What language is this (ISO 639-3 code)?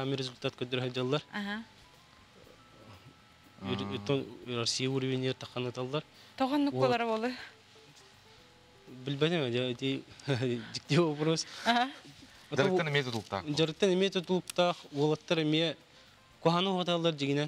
sah